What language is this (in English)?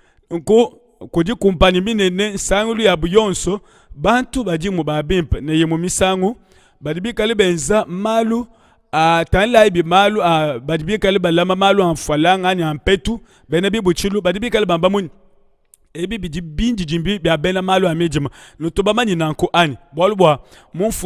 Luba-Lulua